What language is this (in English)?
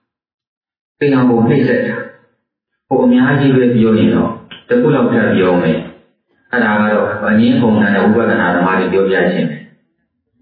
Burmese